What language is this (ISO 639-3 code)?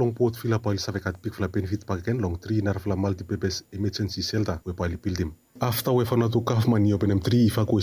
bis